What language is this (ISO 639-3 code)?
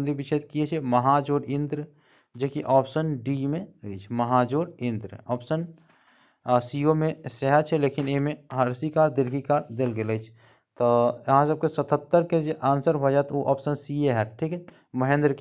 mai